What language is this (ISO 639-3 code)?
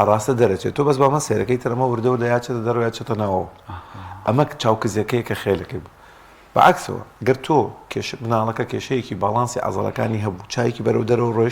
ckb